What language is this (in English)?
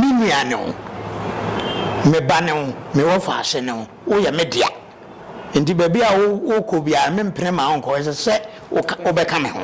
Akan